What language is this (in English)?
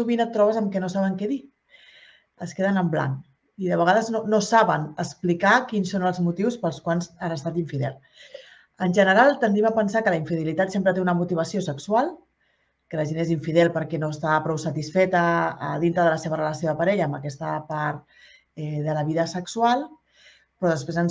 Catalan